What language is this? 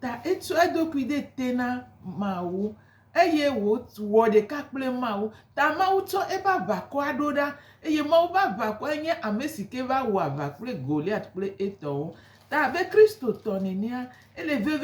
Gen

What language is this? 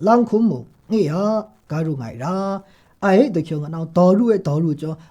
Maru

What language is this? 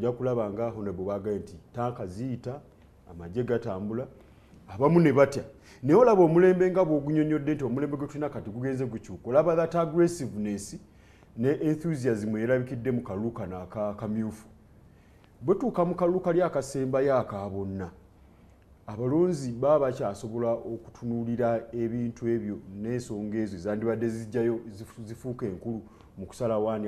Ganda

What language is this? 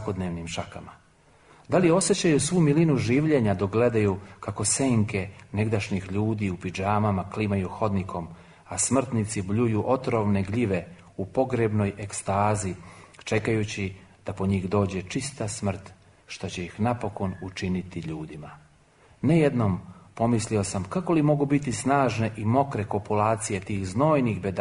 Serbian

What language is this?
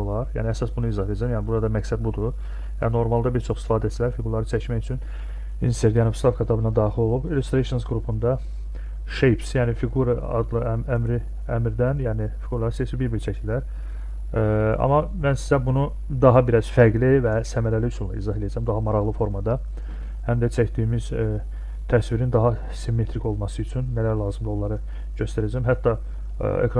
Azerbaijani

